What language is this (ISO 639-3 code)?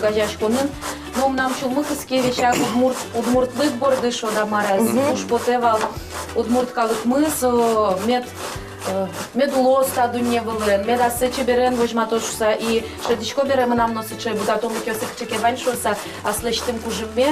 udm